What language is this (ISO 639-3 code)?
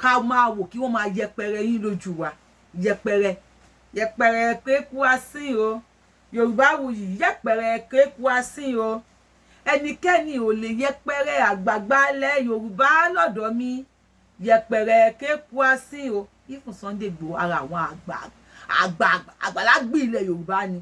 yor